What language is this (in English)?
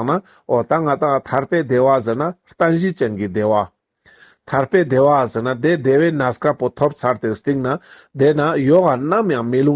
Ladakhi